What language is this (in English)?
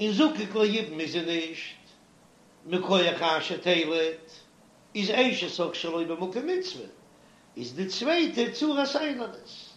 Yiddish